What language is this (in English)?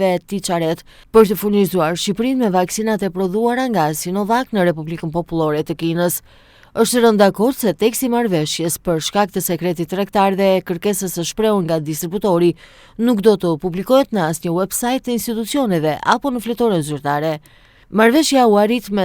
Albanian